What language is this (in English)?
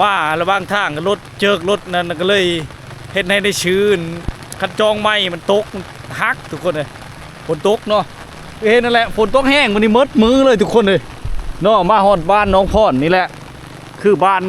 Lao